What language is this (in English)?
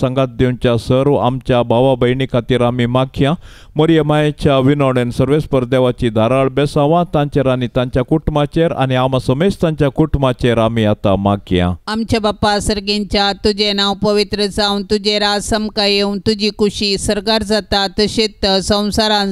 Konkani